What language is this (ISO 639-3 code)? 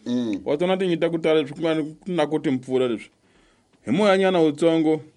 tso